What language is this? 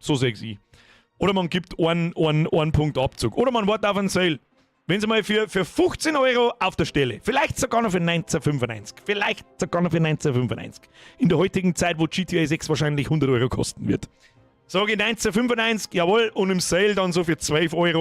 Bavarian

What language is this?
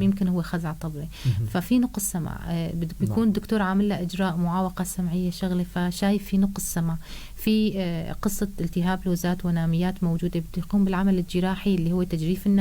North Levantine Arabic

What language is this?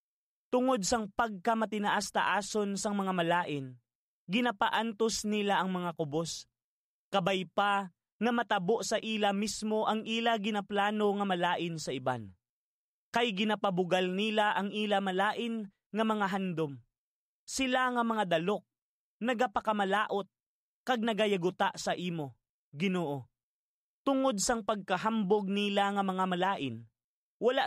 Hiligaynon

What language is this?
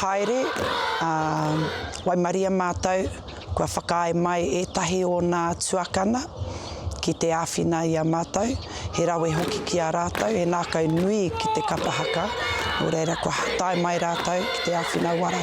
Māori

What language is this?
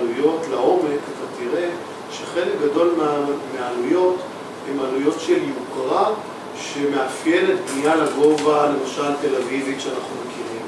Hebrew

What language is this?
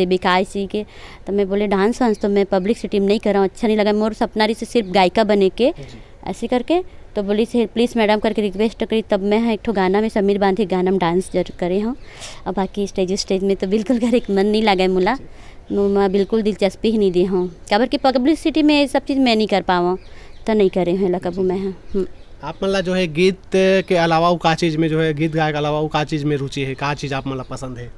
Chhattisgarhi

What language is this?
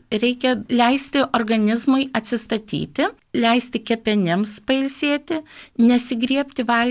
Lithuanian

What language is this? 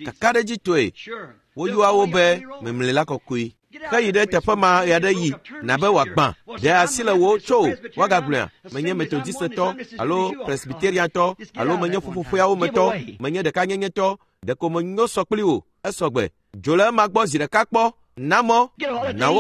Ewe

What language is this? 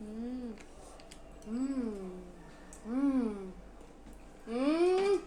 Egyptian Arabic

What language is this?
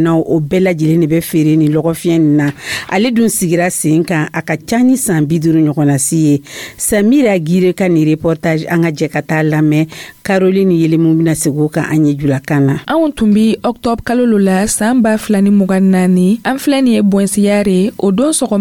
Dyula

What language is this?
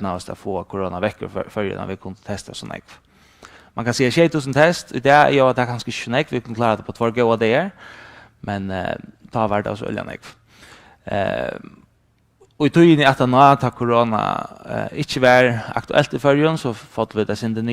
Faroese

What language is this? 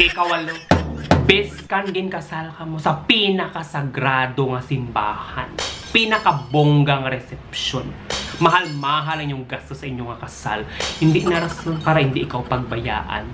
Hiligaynon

